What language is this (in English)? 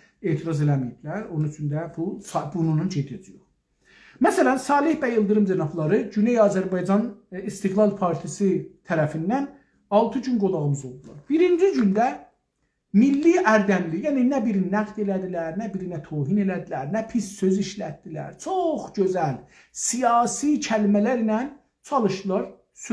South Azerbaijani